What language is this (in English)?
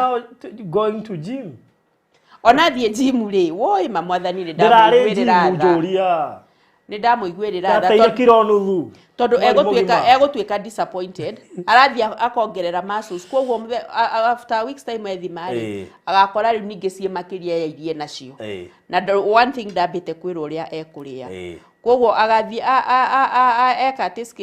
Kikuyu